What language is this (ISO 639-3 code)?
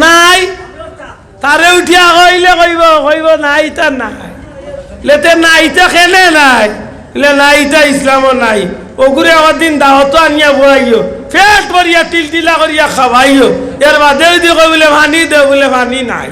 syl